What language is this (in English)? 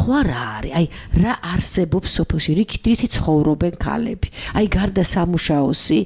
Georgian